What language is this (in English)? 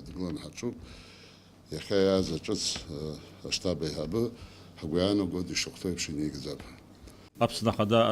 Abkhazian